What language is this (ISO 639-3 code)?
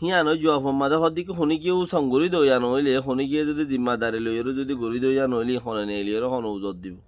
rhg